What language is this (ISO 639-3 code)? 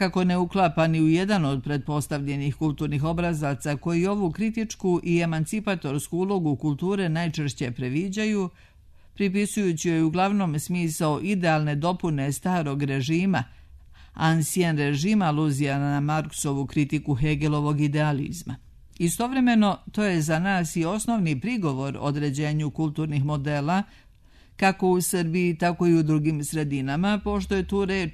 srp